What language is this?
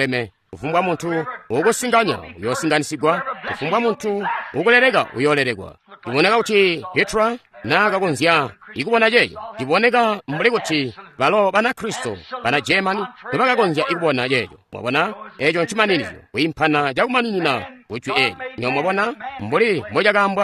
Tonga (Zambia)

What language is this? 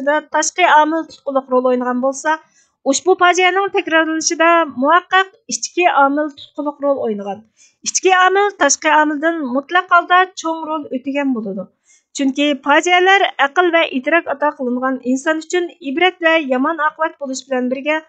Uyghur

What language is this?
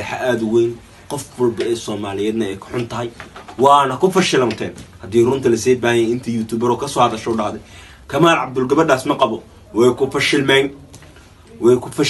Somali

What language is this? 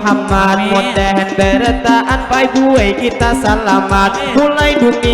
Banjar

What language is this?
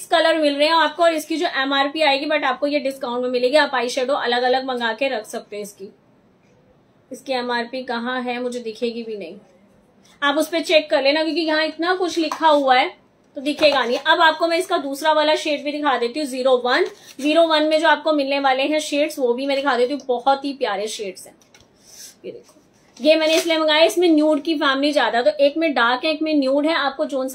Hindi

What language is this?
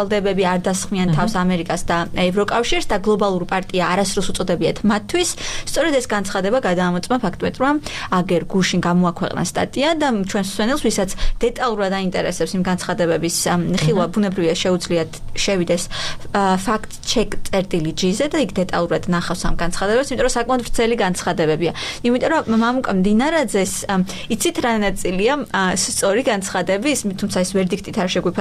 Georgian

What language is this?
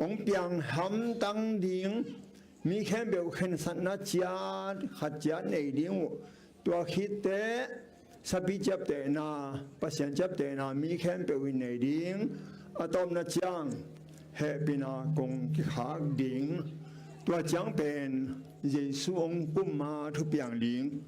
Tedim Chin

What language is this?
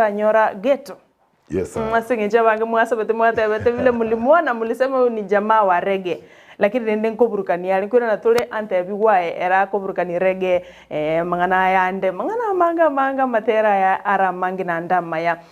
Gusii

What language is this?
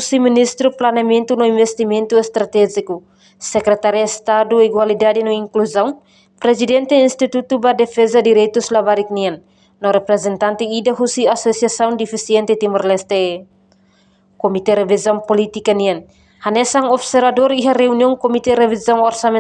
Tetum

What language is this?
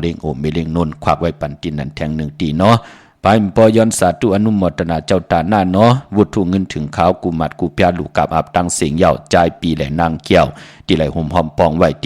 Shan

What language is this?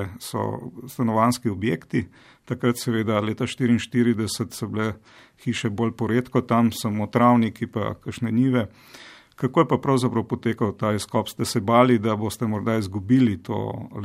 Slovenian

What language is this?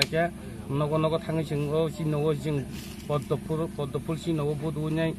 Kok Borok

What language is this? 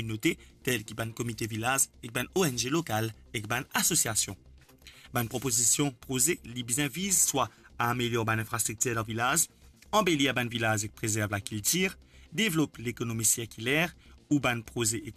Morisyen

